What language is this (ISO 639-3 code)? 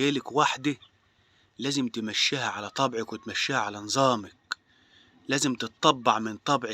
arz